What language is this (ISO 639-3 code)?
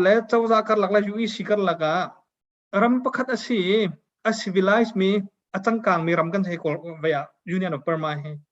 cnh